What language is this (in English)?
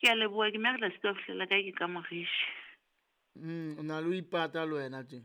Southern Sotho